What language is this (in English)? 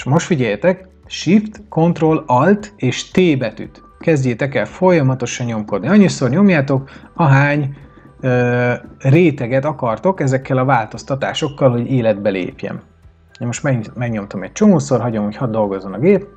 Hungarian